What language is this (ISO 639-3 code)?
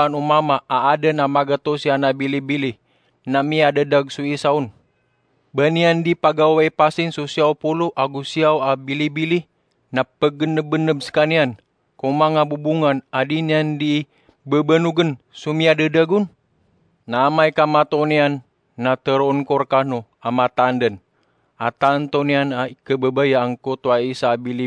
mrw